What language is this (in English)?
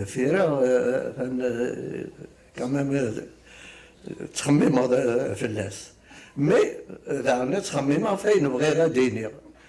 Kabyle